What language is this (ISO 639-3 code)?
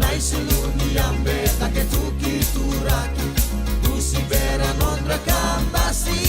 fij